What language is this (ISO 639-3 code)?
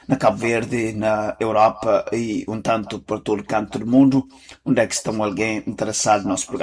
por